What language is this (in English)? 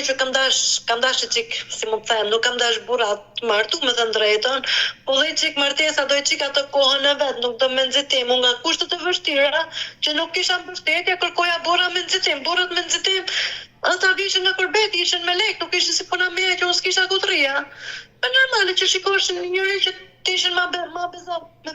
Albanian